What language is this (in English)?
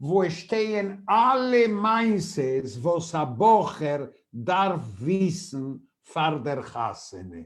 Yiddish